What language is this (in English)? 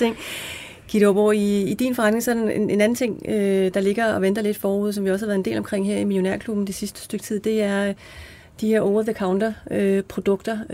Danish